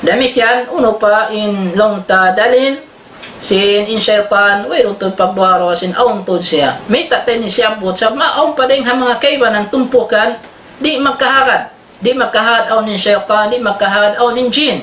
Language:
Tausug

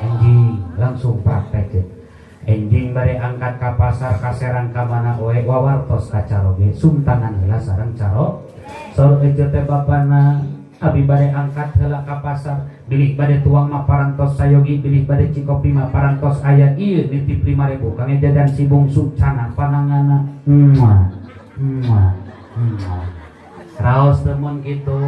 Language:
Sundanese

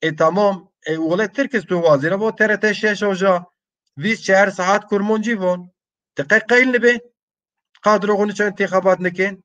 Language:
Zaza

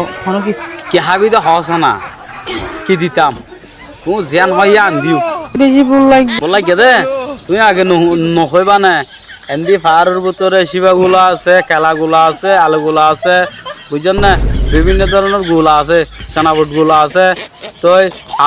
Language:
Rohingya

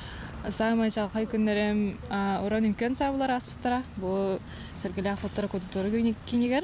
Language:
Yakut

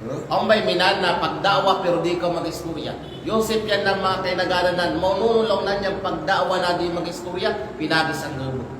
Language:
Kalagan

